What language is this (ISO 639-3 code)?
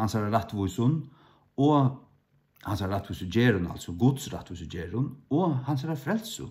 fao